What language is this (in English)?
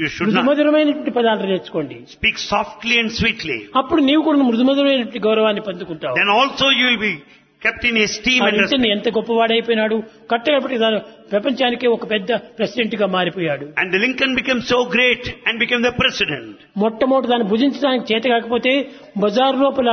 Telugu